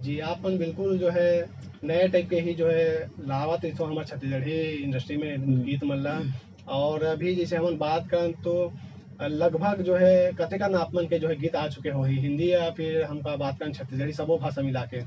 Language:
Chhattisgarhi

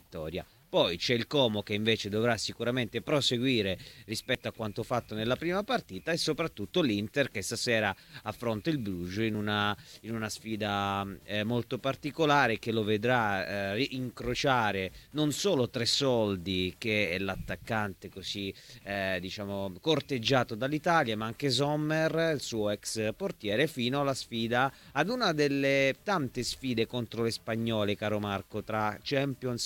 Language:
Italian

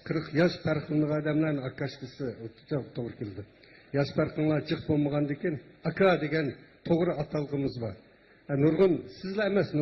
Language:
Uyghur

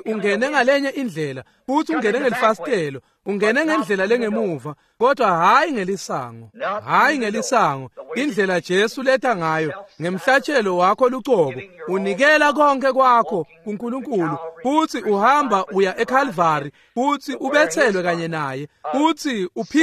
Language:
Swati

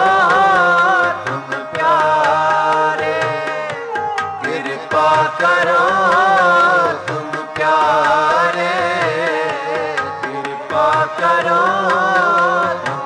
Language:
Punjabi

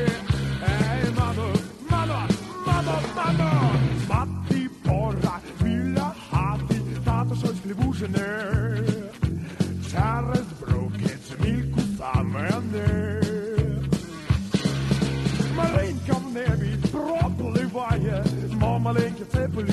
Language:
Ukrainian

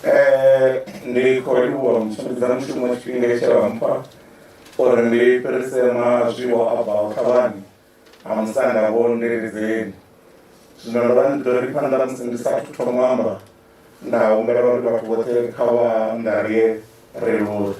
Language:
Venda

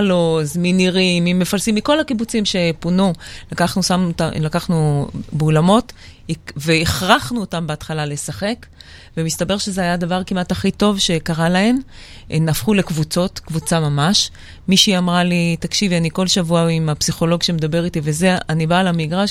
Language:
Hebrew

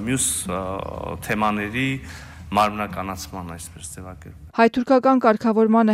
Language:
Armenian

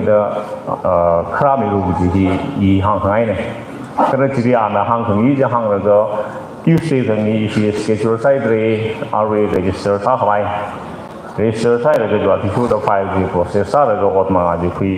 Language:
Tangkhul Naga (India)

